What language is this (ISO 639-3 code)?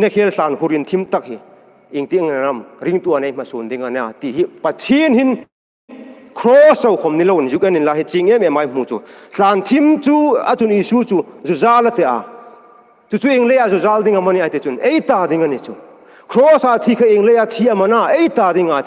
hmr